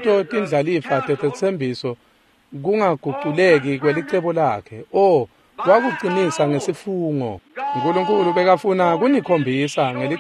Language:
Swati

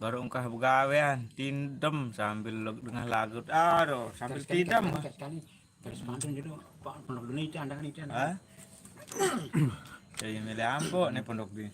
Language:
Sasak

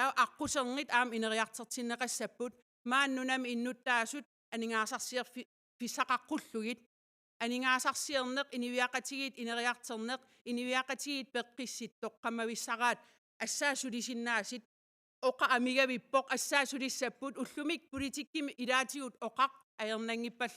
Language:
Kalaallisut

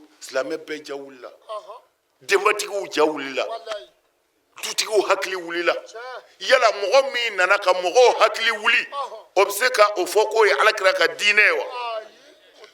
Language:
Bambara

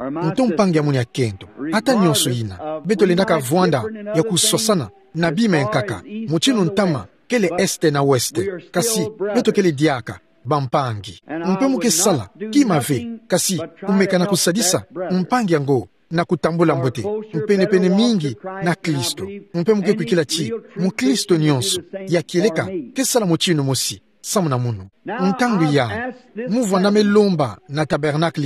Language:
Kituba (Democratic Republic of Congo)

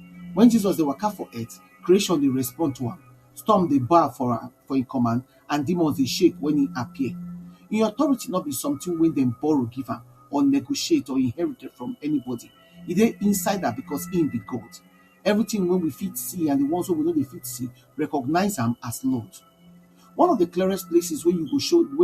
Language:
Nigerian Pidgin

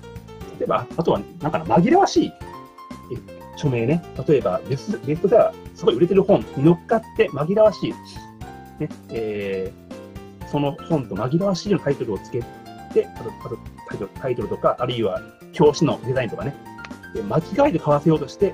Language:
Japanese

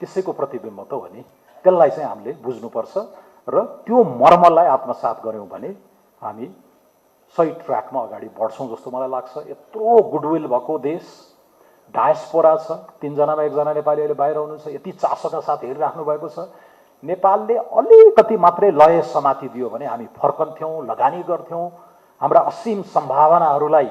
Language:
Nepali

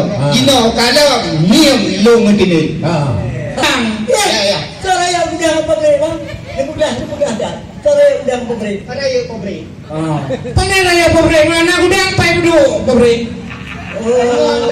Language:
Achinese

